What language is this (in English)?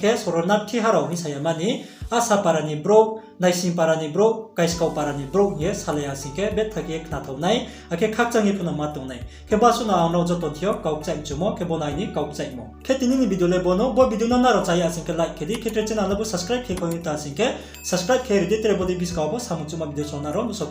Riang (India)